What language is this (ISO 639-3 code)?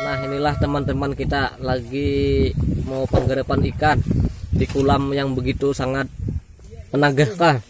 bjn